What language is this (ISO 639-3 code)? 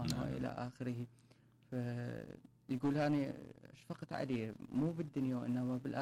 acm